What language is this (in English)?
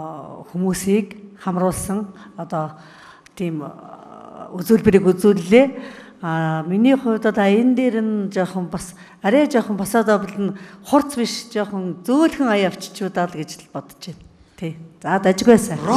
Mongolian